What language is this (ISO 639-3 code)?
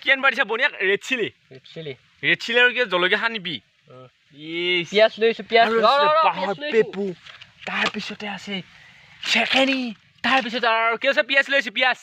asm